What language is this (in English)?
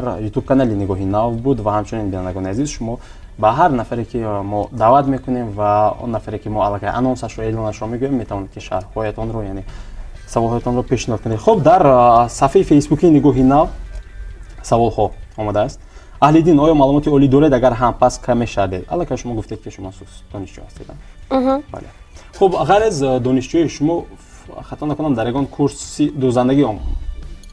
Tajik